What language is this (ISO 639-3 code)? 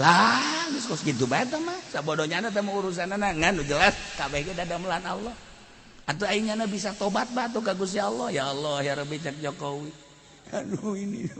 sun